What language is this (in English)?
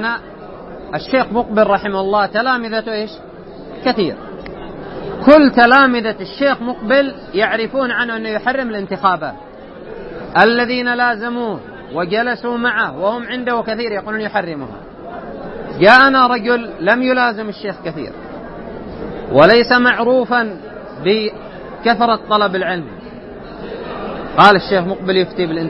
Arabic